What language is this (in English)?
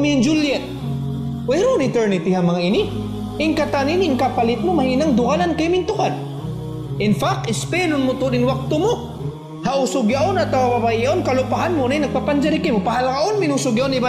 Tausug